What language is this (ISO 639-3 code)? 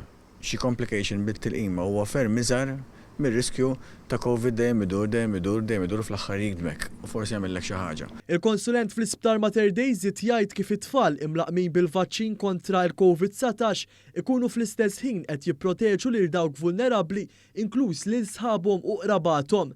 mlt